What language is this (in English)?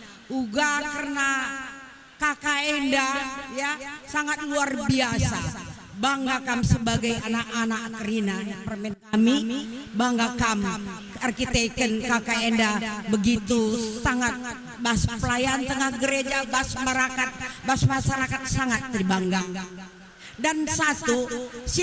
Batak Karo